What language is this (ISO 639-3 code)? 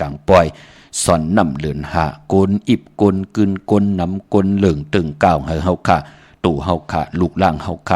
shn